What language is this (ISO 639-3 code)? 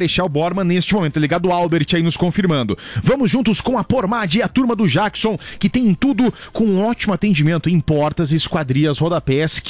por